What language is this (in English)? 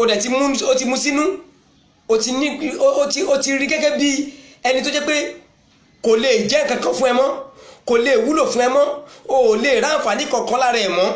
Yoruba